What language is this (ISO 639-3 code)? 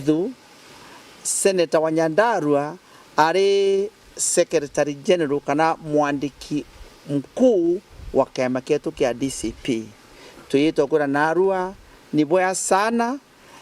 mer